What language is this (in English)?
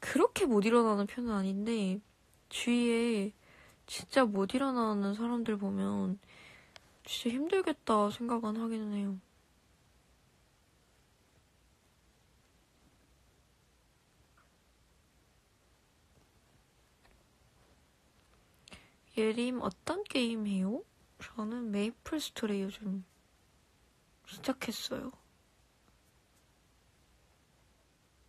Korean